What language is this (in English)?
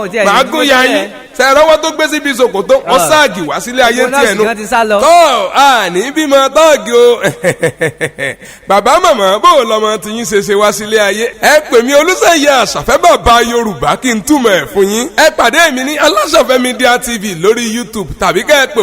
Yoruba